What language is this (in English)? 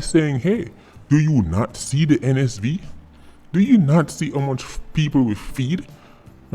Jamaican Creole English